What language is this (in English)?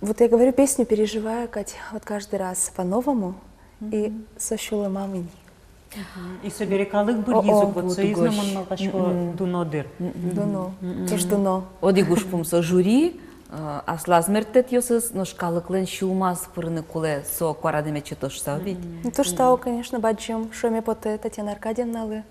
Udmurt